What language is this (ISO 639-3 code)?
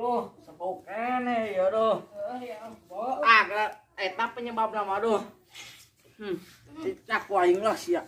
sun